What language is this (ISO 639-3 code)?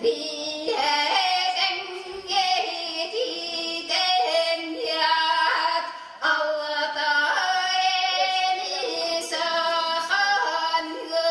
sah